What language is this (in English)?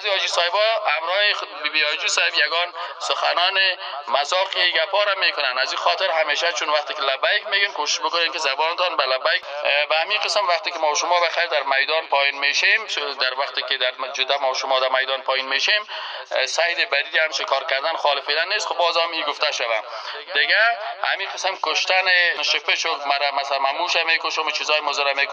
Persian